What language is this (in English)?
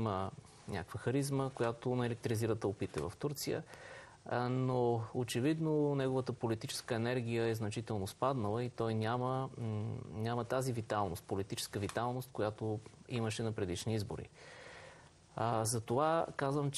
Bulgarian